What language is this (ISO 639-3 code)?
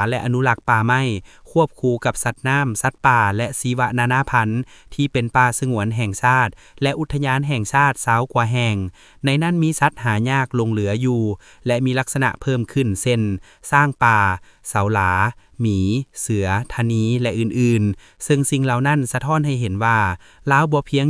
lao